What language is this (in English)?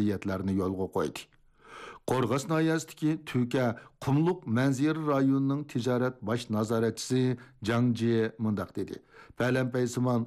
Uyghur